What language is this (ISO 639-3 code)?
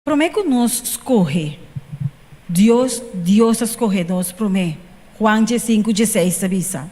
pap